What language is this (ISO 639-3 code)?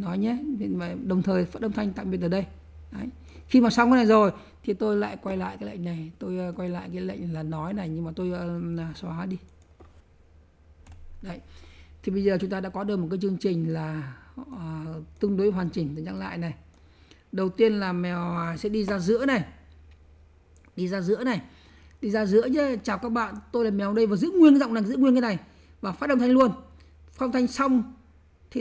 vie